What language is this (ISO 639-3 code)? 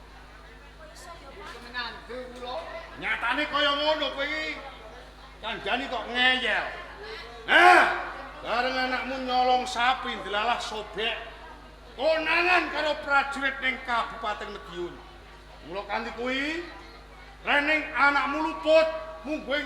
jav